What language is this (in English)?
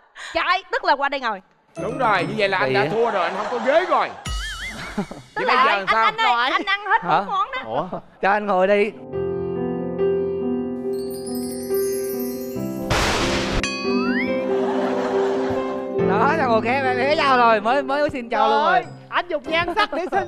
Vietnamese